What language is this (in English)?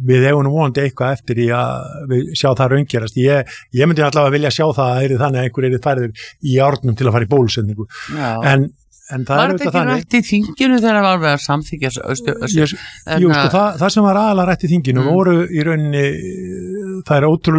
Icelandic